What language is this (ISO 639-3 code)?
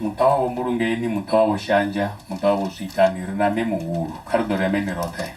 ven